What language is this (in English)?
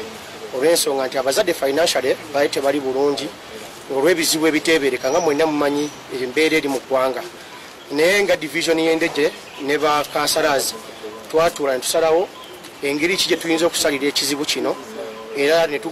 Ganda